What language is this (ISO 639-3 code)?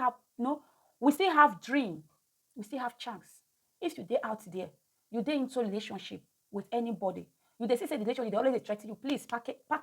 pcm